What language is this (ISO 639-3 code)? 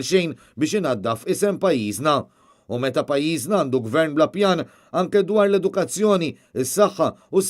mlt